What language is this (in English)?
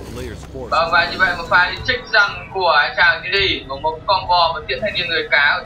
Vietnamese